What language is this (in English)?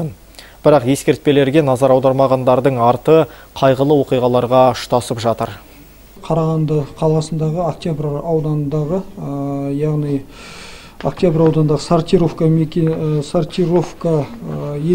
Kazakh